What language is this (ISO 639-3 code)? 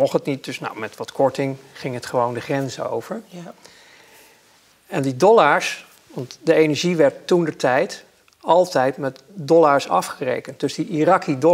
nld